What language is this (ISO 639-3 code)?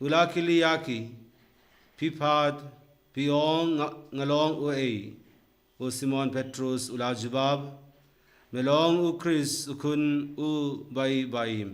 kha